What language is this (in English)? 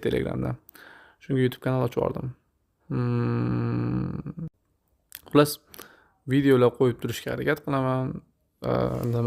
Uzbek